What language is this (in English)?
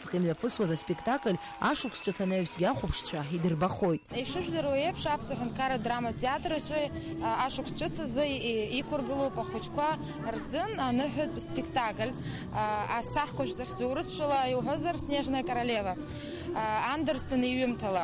Abkhazian